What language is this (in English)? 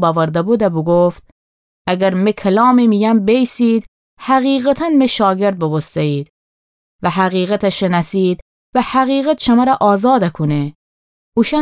Gilaki